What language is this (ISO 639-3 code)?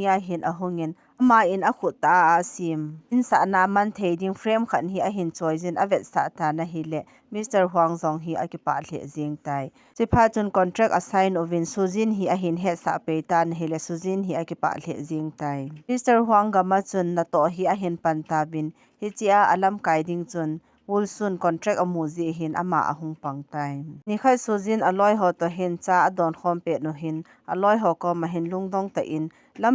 tcz